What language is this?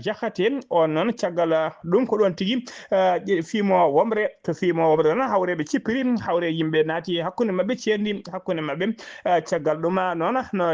Fula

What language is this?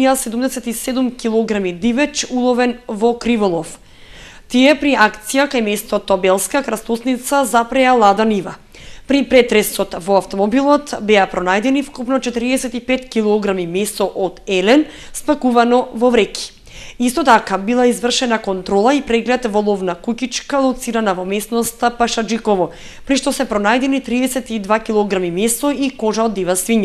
Macedonian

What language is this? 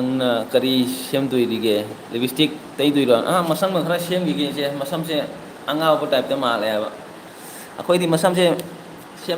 Manipuri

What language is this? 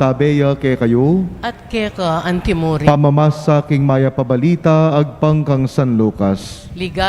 Pampanga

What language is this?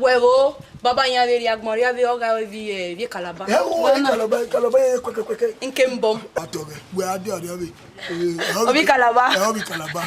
Bini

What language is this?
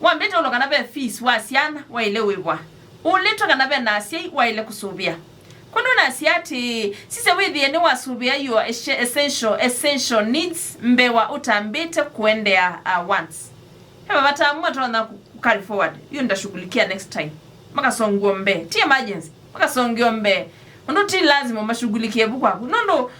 Kamba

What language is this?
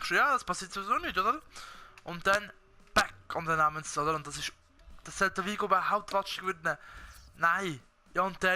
Swiss German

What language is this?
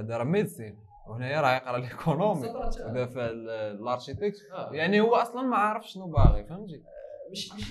Moroccan Arabic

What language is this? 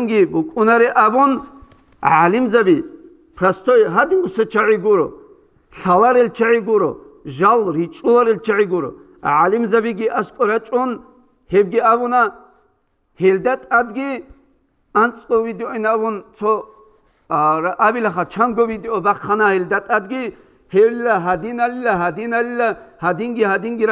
Avaric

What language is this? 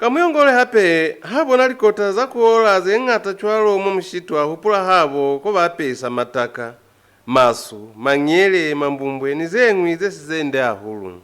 Lozi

